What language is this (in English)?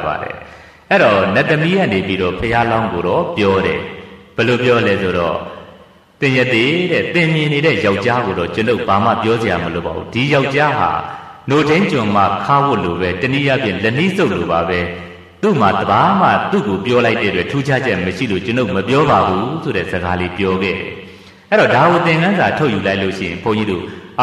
Burmese